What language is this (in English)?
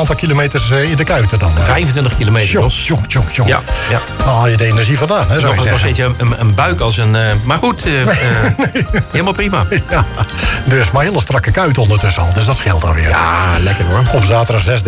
Dutch